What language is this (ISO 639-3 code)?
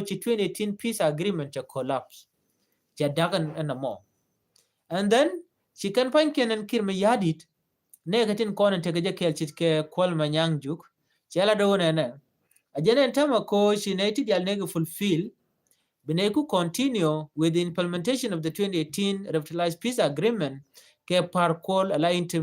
nus